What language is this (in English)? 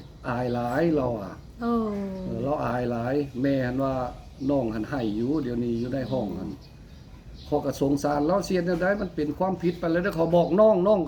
Lao